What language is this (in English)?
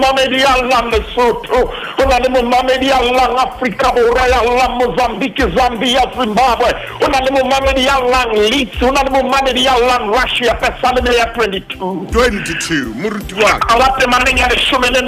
Southern Sotho